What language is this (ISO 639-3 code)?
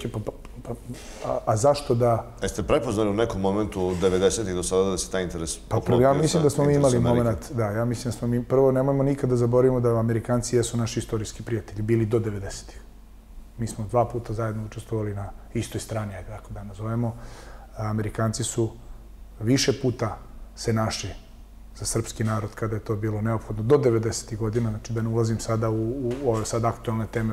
srp